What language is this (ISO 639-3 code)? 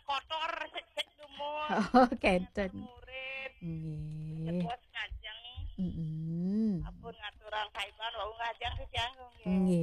ban